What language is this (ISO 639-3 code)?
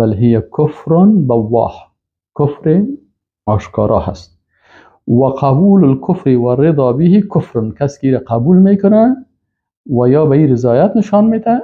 fas